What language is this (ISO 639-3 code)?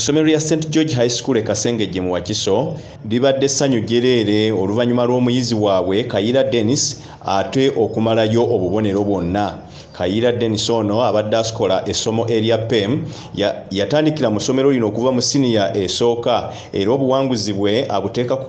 lug